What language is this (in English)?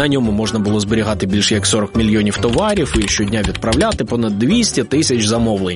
Ukrainian